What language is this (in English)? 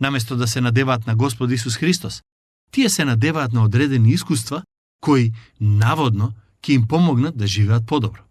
Macedonian